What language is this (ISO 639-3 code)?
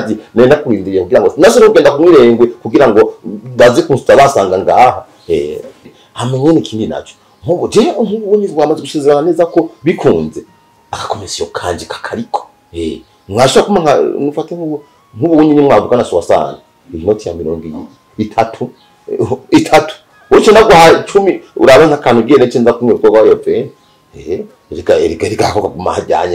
run